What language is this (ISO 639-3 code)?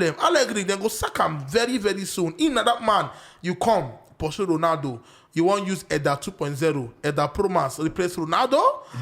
pcm